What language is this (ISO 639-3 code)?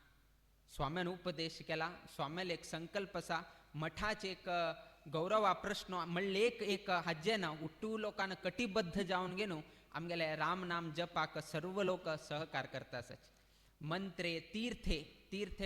kok